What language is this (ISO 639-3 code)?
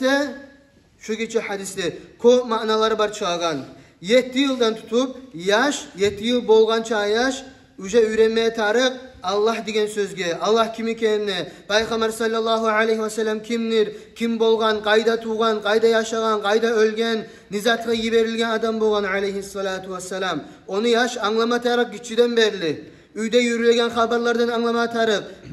kum